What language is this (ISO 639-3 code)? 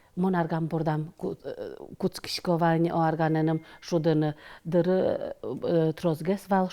udm